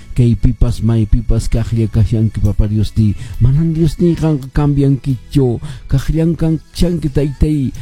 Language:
Quechua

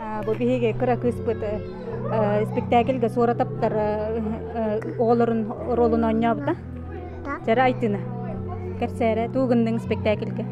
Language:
Yakut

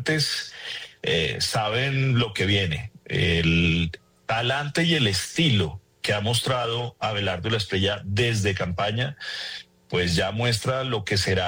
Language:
Spanish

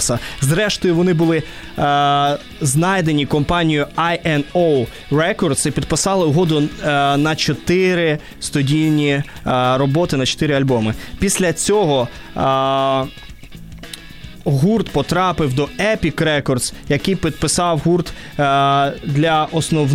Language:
Ukrainian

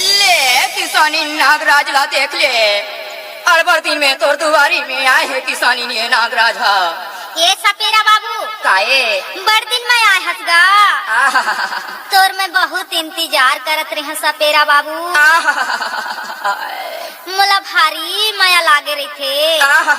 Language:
Chhattisgarhi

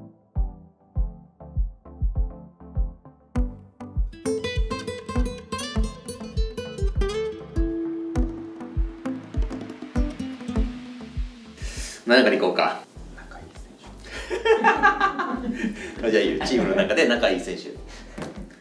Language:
Japanese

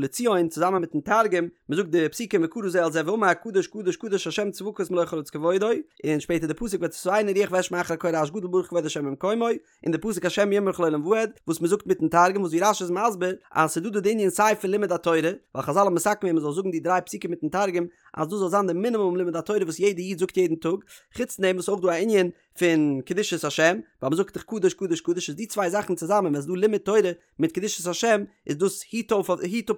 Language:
Yiddish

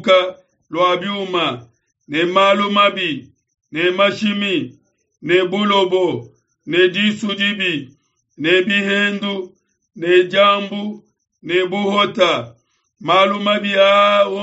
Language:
Luba-Lulua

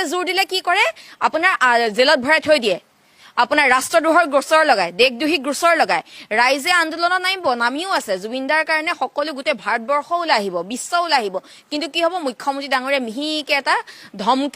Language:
Assamese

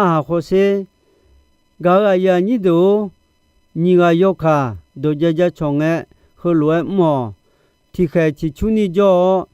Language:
Akha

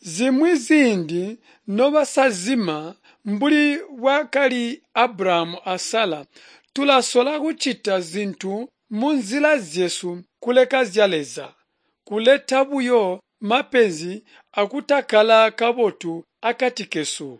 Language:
Tonga (Zambia)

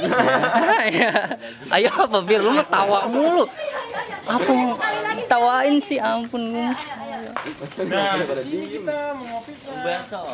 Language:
Betawi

